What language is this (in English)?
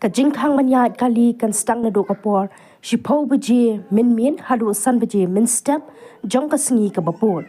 Khasi